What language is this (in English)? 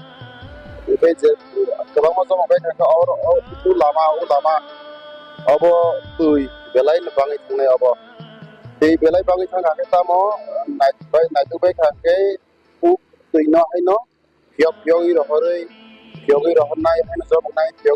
Kok Borok